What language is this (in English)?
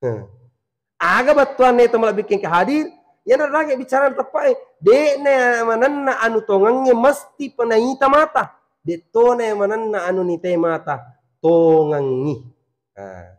Buginese